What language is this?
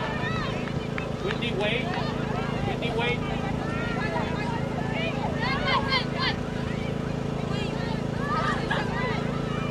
English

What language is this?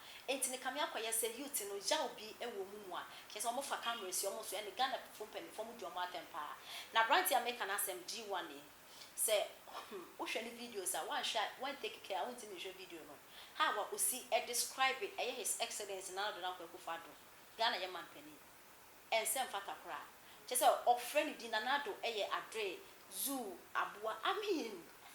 Akan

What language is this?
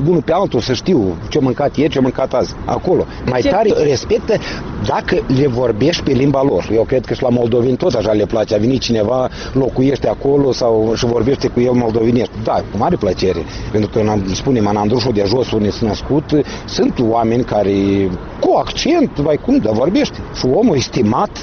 Romanian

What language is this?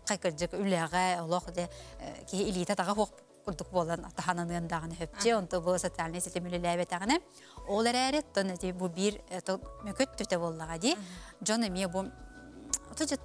Yakut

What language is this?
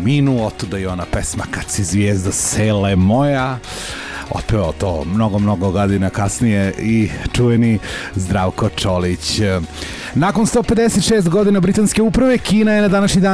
Serbian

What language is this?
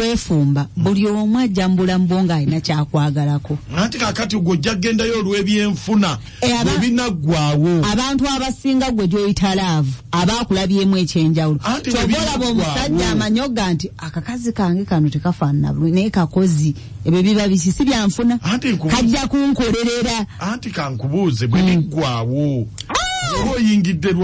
Ganda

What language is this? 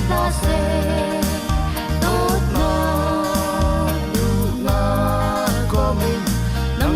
Hakha Chin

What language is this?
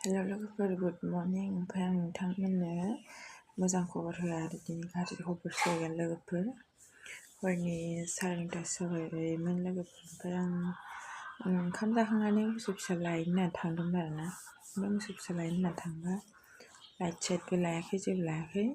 Bodo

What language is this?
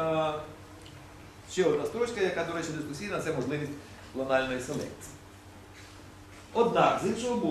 Ukrainian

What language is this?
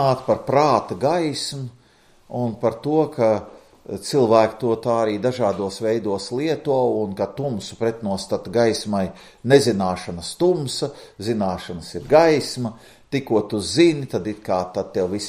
Latvian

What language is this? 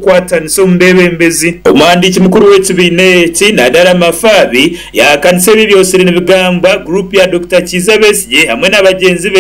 Nyankole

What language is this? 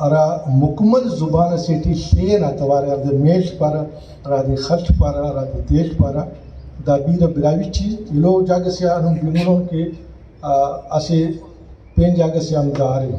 Brahui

